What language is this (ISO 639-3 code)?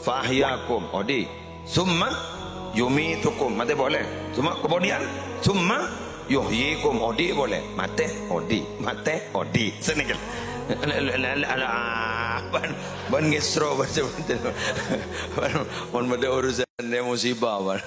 mad